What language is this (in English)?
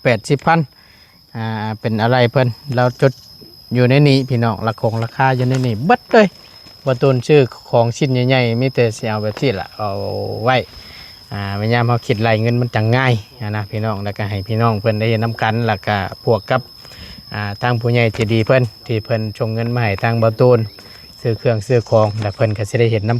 Northeastern Thai